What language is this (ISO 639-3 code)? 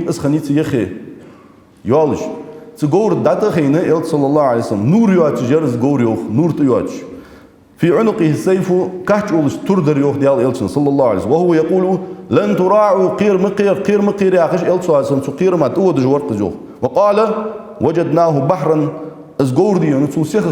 inh